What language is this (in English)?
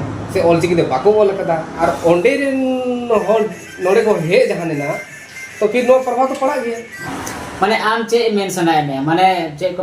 Santali